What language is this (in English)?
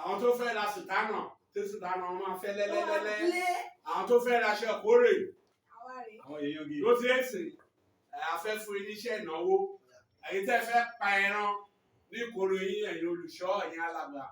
Yoruba